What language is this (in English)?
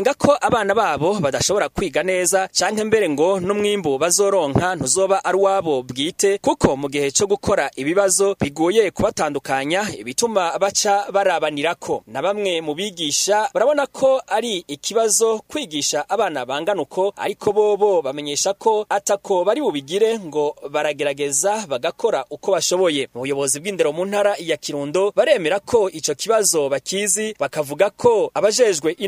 Rundi